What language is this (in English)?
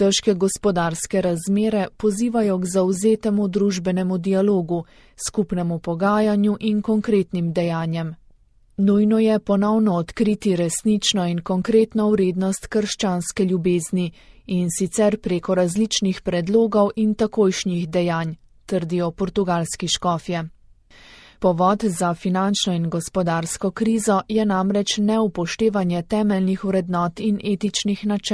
Slovenian